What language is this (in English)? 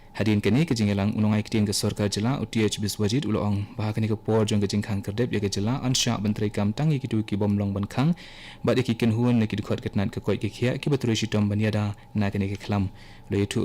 Khasi